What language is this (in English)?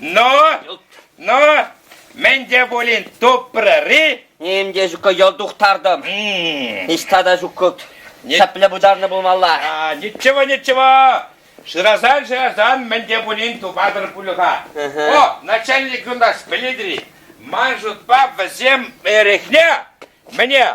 Chuvash